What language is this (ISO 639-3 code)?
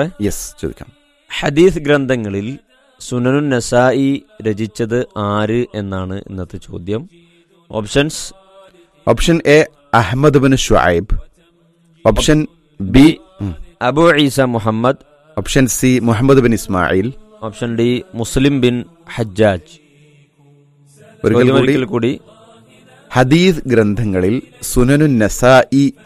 mal